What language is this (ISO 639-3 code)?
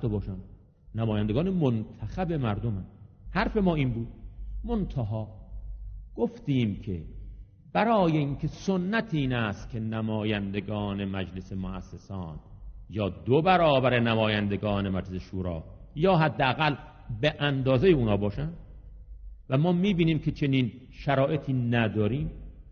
fas